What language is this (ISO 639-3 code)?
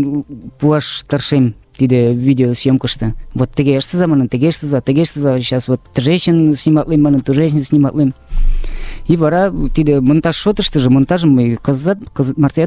chm